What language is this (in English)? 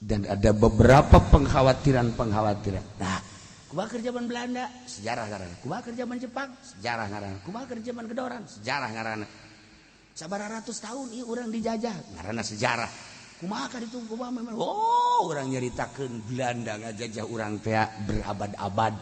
Sundanese